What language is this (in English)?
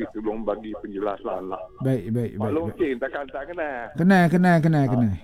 Malay